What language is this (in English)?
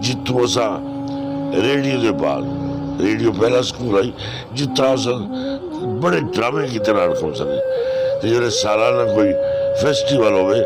Saraiki